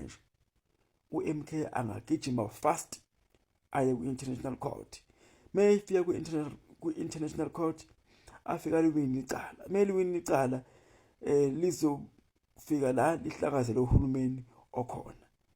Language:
Zulu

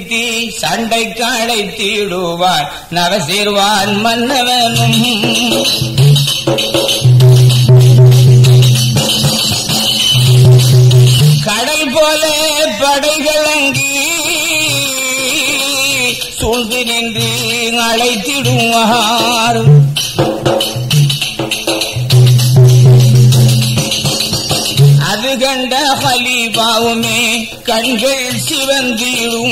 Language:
Tamil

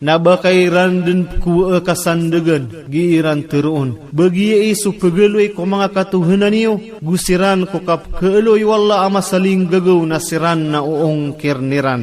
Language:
Maranao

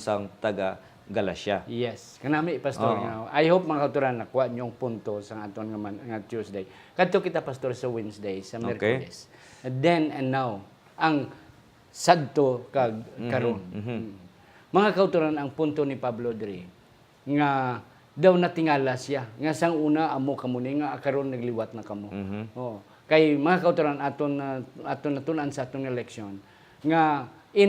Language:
Hiligaynon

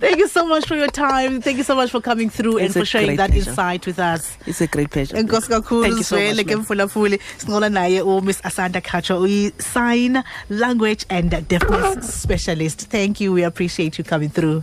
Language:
Xhosa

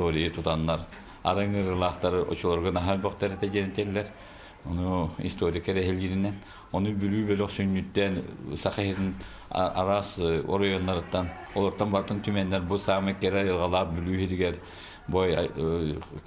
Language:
Yakut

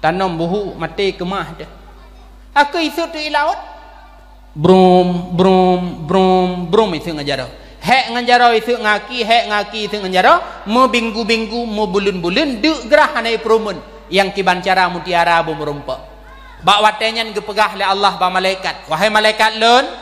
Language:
Achinese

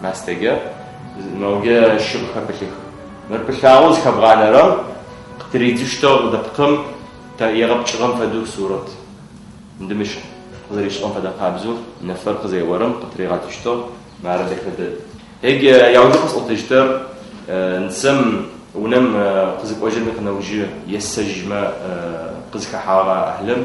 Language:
Adyghe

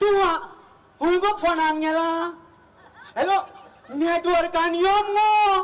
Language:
Konkani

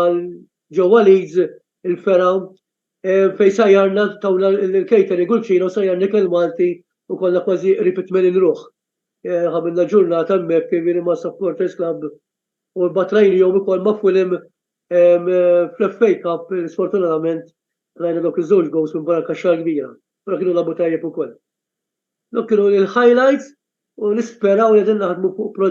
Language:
Maltese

